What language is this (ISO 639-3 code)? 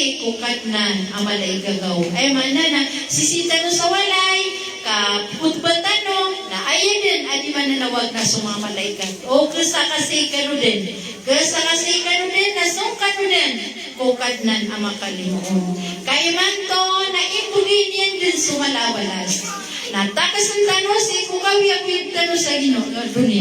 mrw